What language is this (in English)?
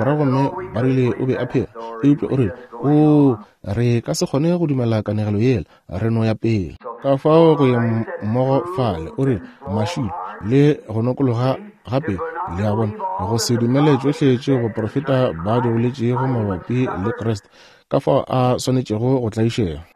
Northern Sotho